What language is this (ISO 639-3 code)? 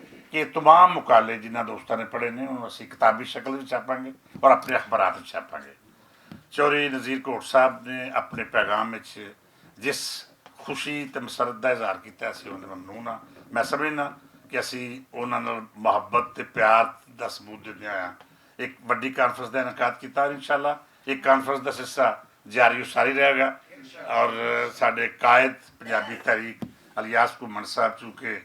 lah